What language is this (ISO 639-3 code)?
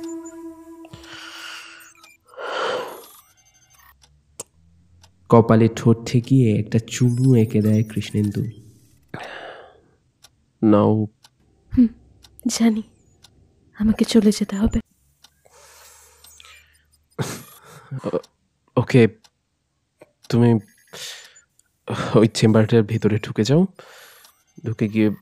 ben